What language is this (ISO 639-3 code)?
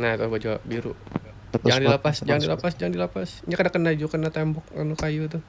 bjn